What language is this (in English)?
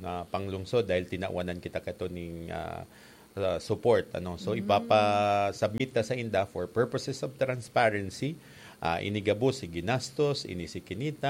Bikol